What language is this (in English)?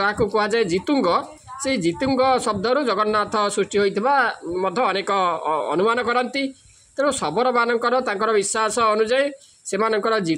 Odia